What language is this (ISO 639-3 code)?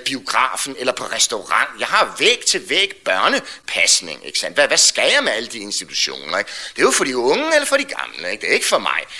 dan